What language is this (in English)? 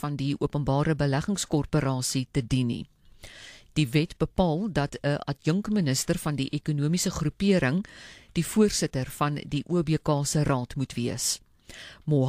Afrikaans